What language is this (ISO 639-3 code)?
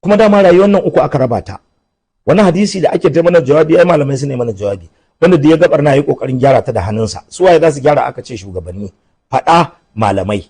hau